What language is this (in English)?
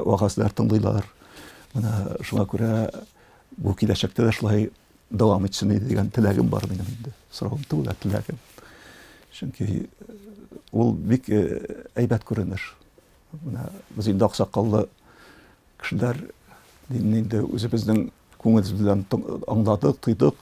Tatar